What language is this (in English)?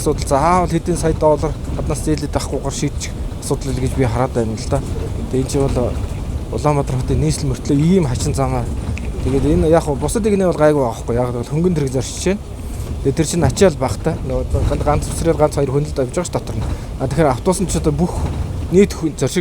Mongolian